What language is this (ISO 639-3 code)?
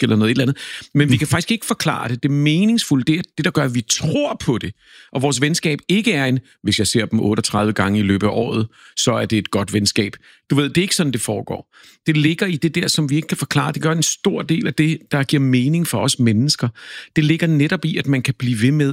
dan